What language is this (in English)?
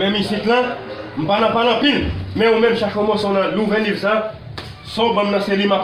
Haitian Creole